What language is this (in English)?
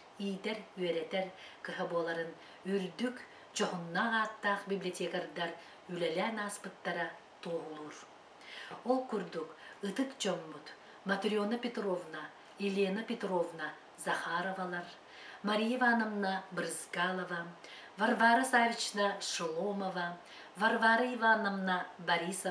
Yakut